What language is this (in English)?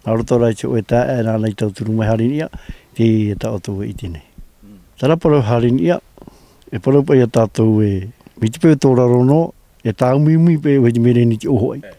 Tahitian